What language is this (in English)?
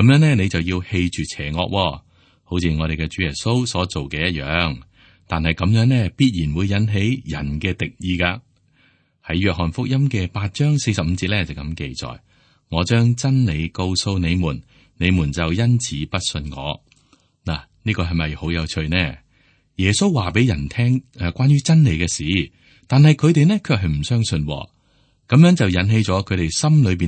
Cantonese